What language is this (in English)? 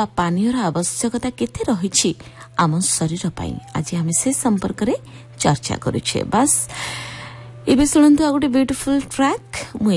Odia